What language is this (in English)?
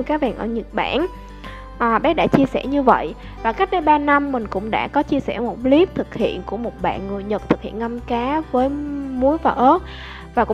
Vietnamese